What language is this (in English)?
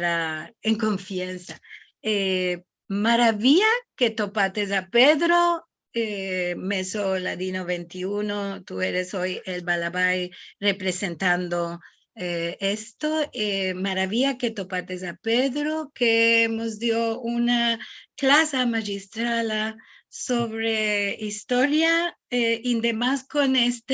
Ladino